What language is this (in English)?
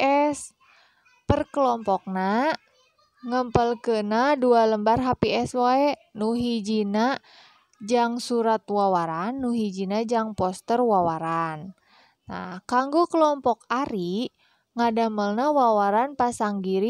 Sundanese